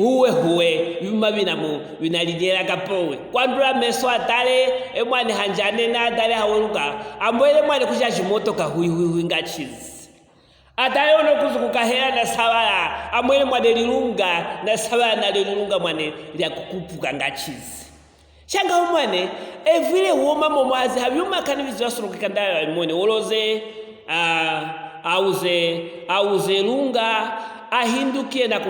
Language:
Luvale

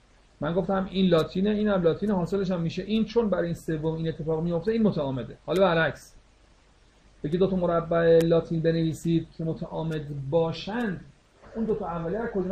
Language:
Persian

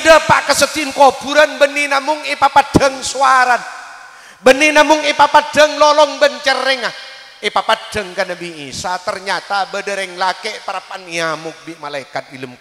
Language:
Madurese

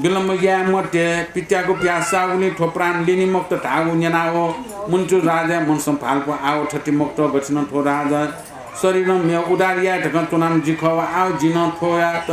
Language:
Newari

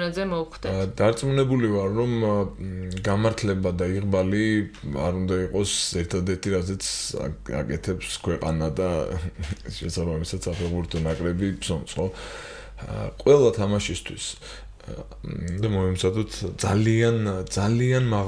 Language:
Georgian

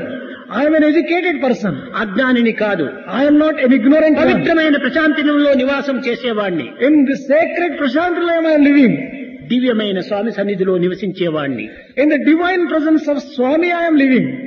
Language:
Telugu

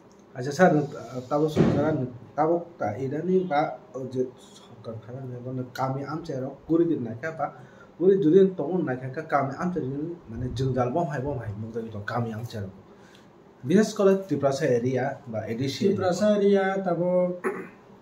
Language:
Kok Borok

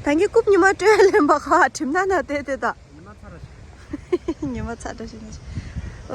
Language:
Tibetan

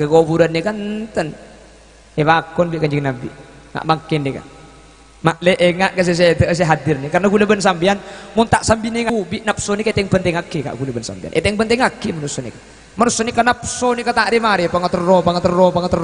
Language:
Madurese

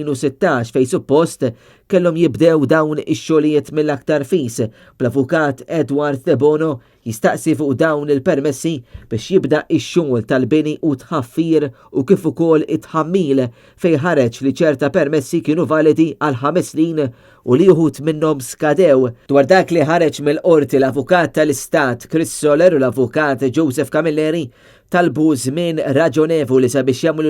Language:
Maltese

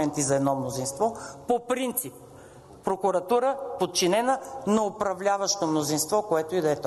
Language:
Bulgarian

